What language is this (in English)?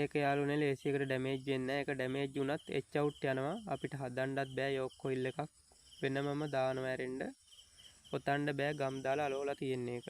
Sinhala